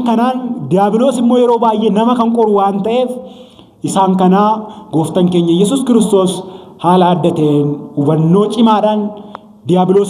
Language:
Oromo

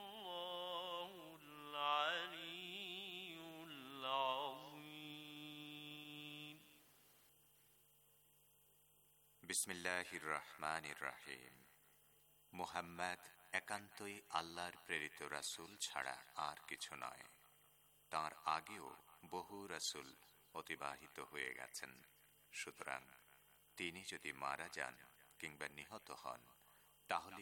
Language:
Bangla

